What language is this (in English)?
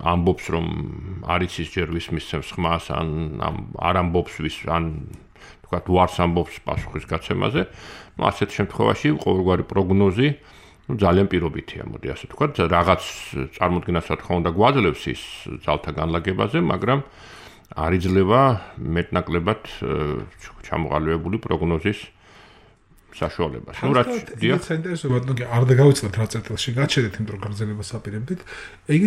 Georgian